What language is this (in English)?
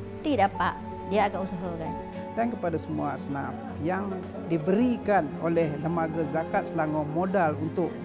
Malay